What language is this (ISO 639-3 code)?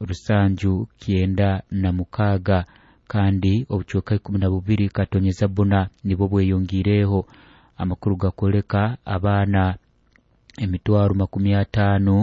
nyo